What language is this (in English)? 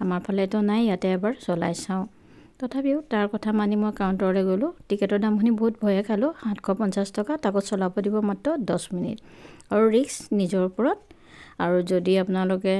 Assamese